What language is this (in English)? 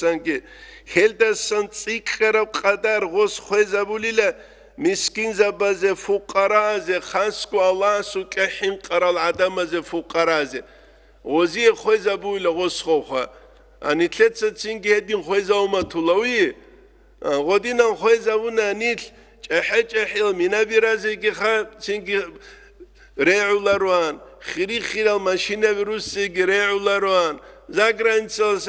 Avaric